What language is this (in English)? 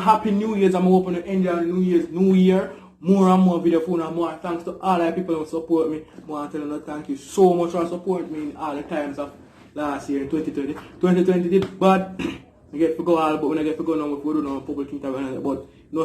Jamaican Creole English